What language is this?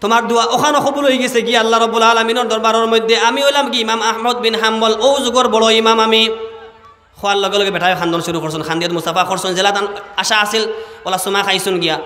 Sylheti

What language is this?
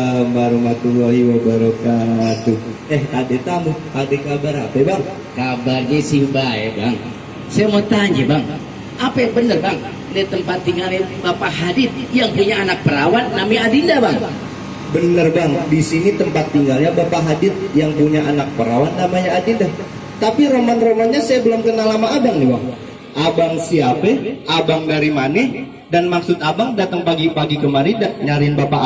Betawi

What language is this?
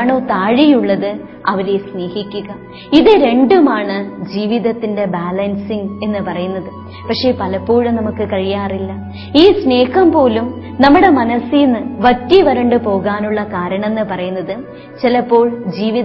Malayalam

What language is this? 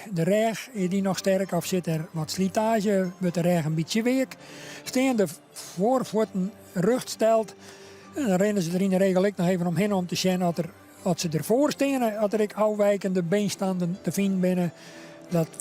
Western Frisian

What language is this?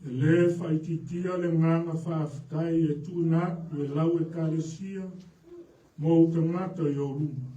Samoan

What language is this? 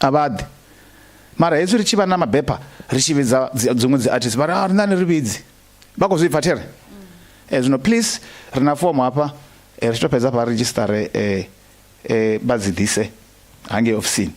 Venda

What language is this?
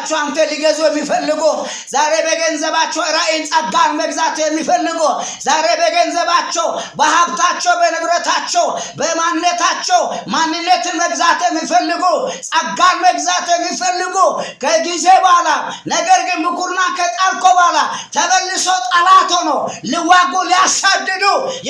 Amharic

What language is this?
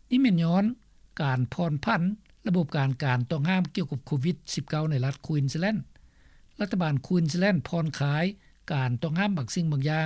Lao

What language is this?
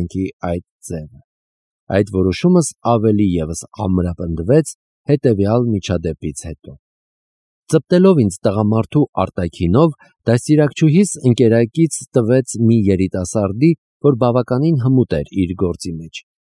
Armenian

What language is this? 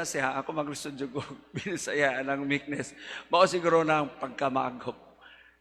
Cebuano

